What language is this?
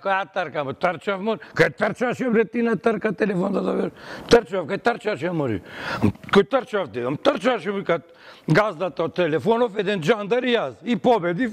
Macedonian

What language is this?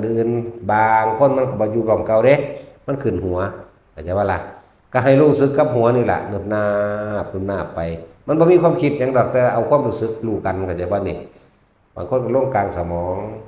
Northeastern Thai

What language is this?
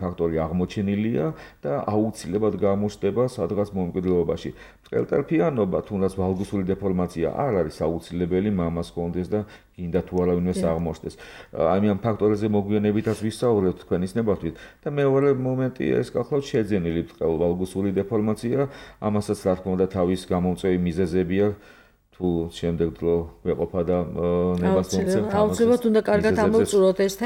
Georgian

